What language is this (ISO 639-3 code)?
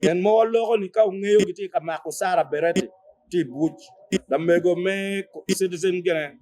ach